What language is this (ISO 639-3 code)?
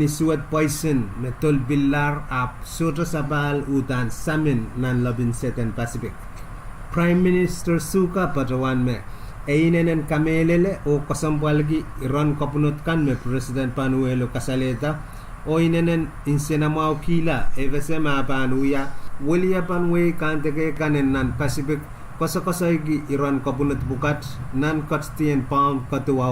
pon